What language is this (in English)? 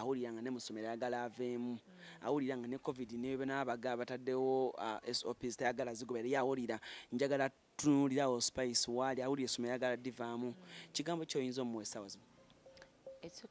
Ganda